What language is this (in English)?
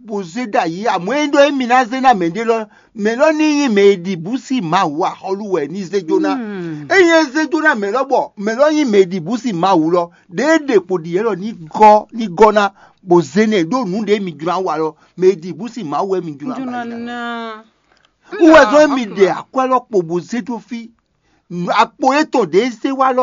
Fon